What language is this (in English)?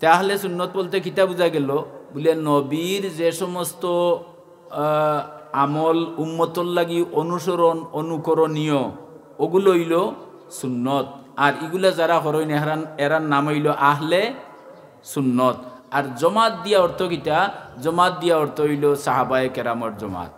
Sylheti